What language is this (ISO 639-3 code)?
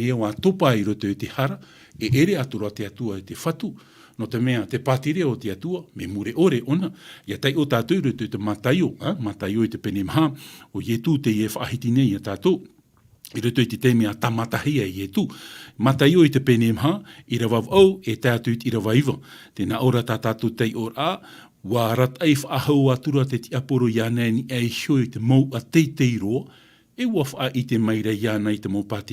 tah